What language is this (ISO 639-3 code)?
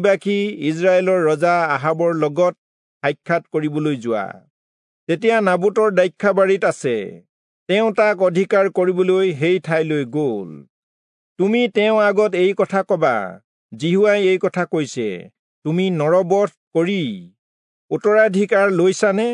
asm